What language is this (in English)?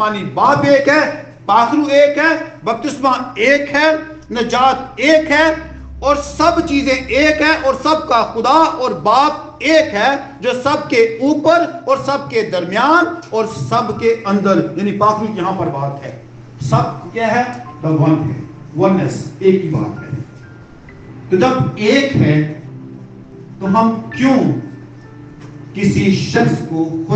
Urdu